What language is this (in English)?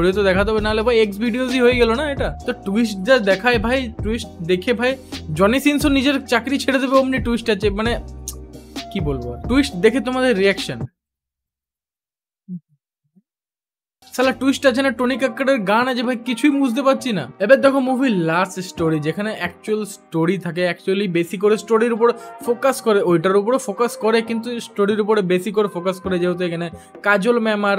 Bangla